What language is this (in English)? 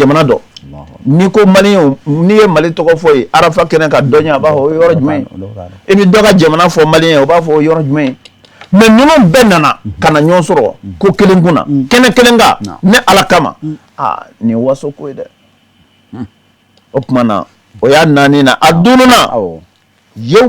Bambara